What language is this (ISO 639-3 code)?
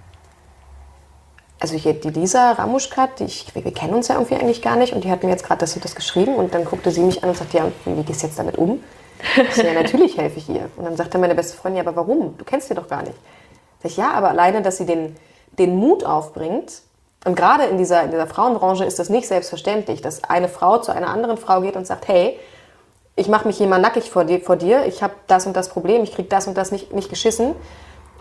deu